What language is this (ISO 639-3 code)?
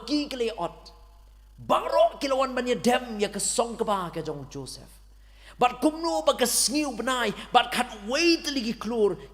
kha